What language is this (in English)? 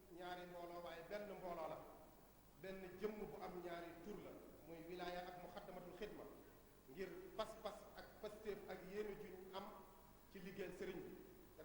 Wolof